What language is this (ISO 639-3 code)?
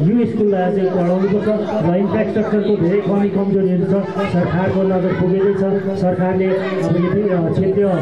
nep